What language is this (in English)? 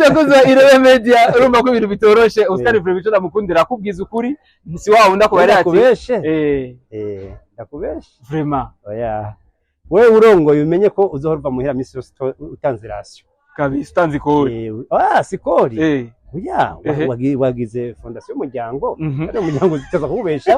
Rundi